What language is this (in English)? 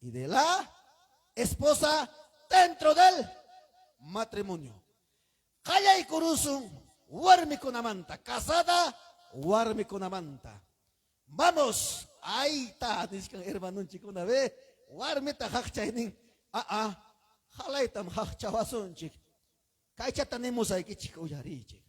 Ayacucho Quechua